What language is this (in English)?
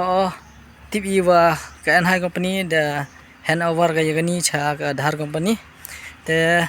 Khasi